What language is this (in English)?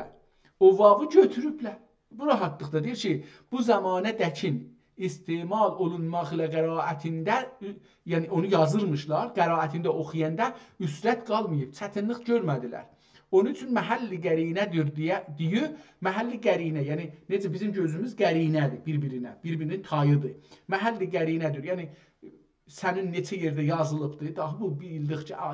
South Azerbaijani